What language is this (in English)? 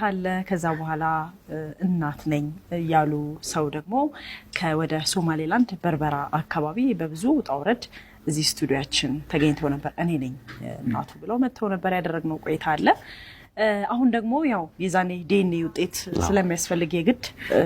Amharic